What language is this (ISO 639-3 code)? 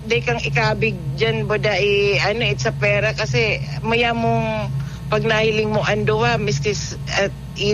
bik